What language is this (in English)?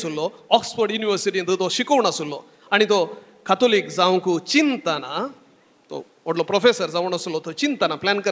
Konkani